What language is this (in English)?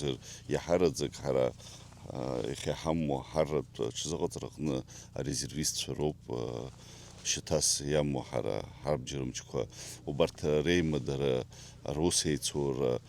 Abkhazian